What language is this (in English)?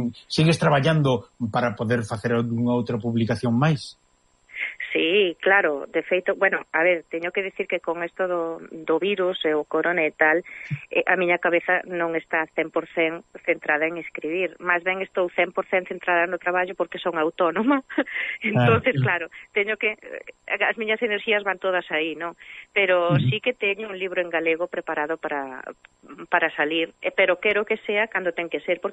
Galician